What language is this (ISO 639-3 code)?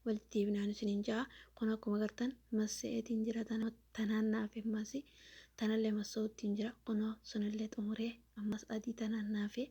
orm